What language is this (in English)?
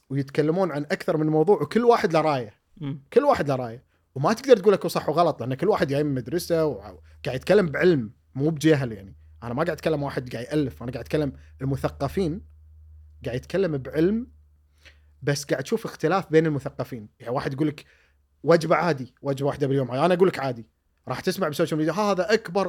Gulf Arabic